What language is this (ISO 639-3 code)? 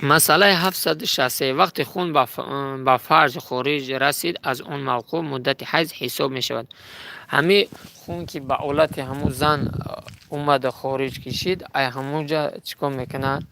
tgk